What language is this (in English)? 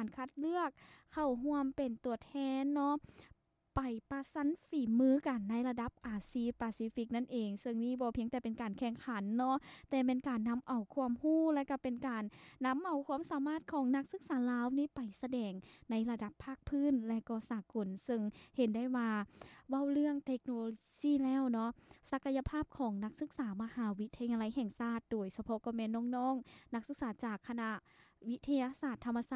Lao